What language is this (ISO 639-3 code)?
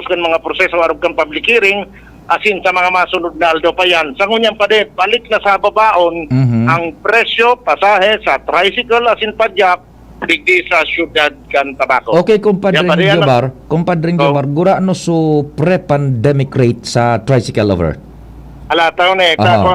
bik